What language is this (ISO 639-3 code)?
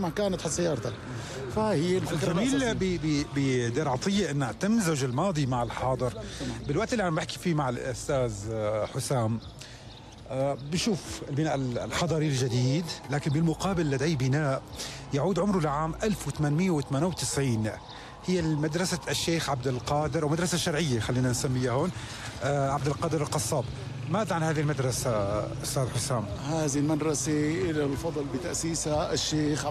apc